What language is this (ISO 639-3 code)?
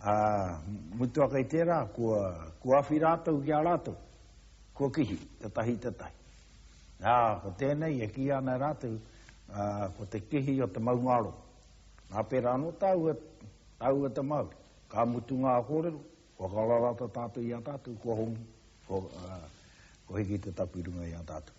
mri